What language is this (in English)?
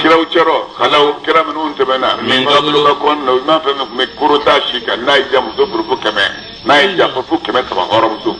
Bambara